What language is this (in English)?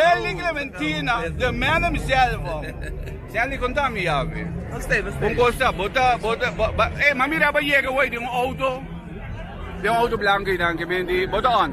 Papiamento